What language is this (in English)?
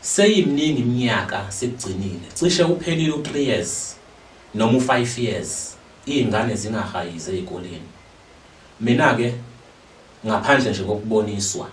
Zulu